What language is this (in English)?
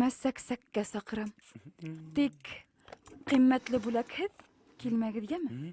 Bashkir